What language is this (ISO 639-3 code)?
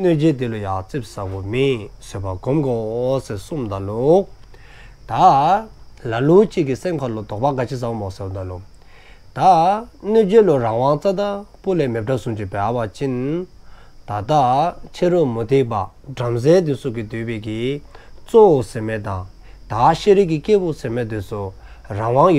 dzo